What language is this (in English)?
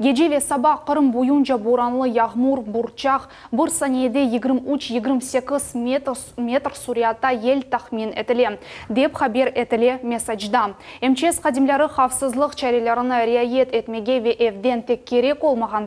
Crimean Tatar